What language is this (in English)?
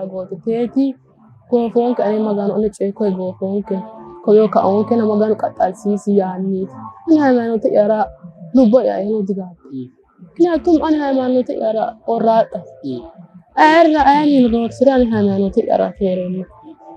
Sidamo